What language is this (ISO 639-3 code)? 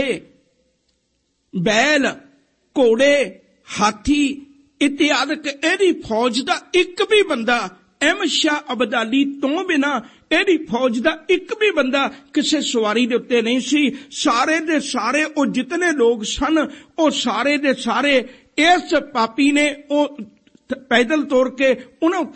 pan